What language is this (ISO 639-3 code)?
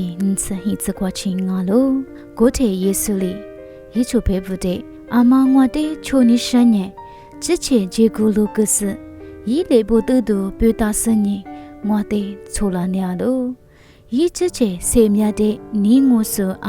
lis